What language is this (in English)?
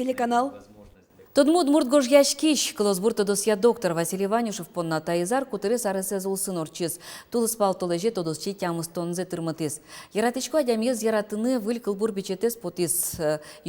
Udmurt